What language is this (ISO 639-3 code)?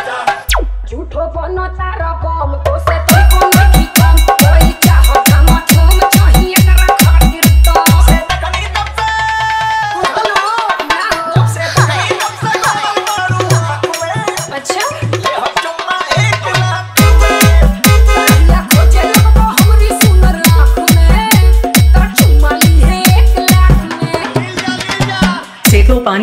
bho